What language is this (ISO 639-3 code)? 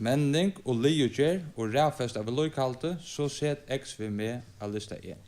fao